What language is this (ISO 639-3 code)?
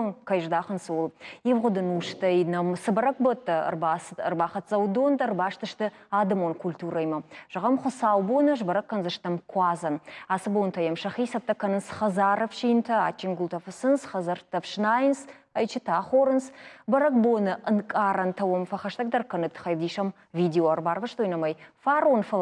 oss